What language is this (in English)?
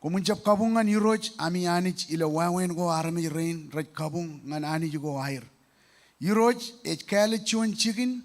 Marshallese